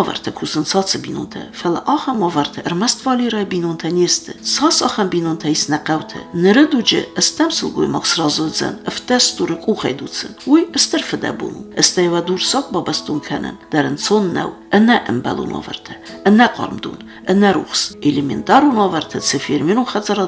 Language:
Ossetic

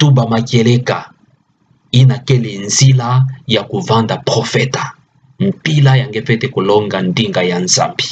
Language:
Kituba (Democratic Republic of Congo)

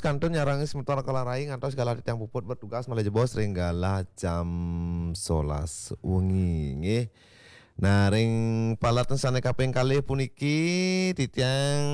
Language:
Balinese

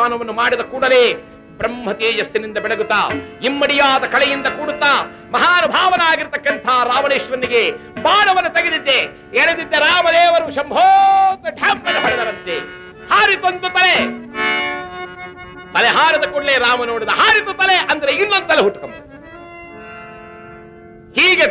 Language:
Kannada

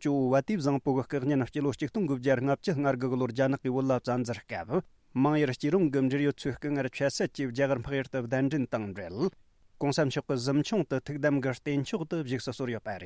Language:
Tibetan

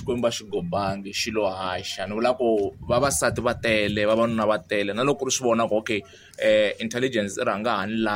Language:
Tsonga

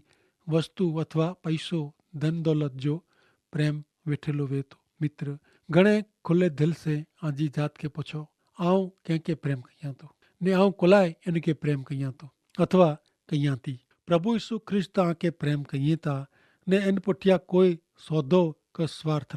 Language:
Kachhi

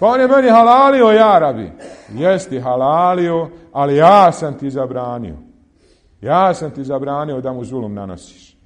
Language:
Bosnian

